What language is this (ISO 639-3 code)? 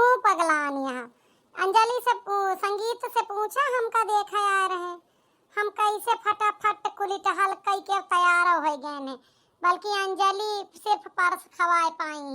awa